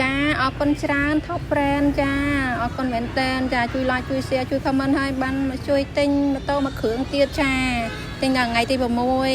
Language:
Khmer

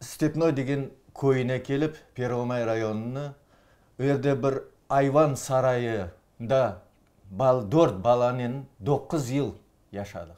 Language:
Crimean Tatar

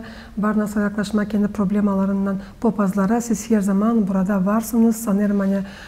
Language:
Gagauz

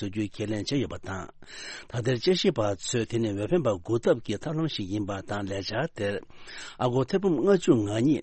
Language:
Tibetan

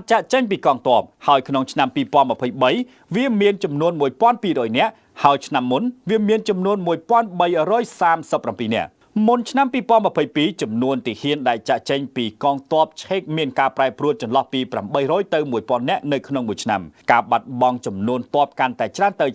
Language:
Khmer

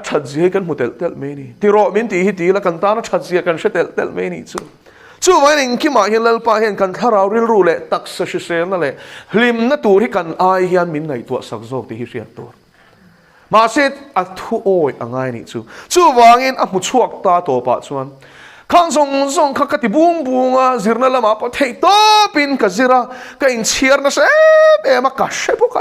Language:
Mizo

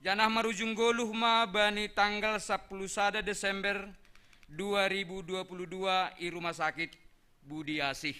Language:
Batak Simalungun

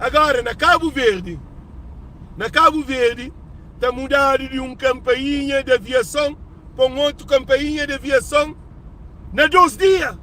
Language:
Kabuverdianu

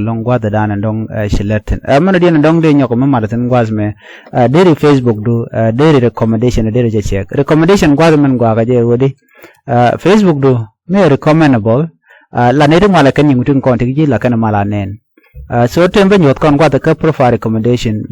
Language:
Nuer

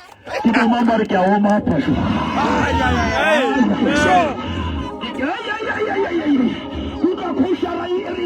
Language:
Southern Sotho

